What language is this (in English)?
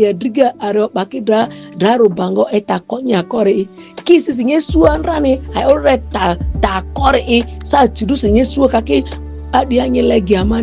Ma'di